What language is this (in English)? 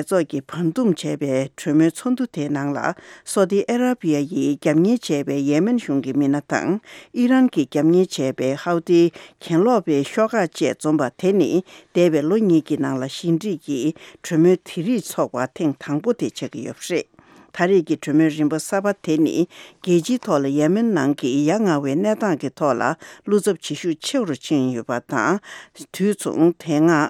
Tibetan